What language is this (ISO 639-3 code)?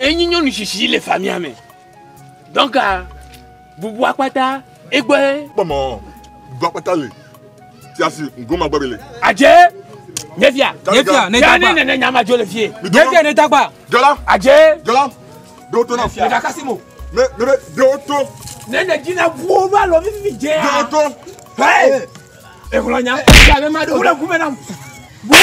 ewe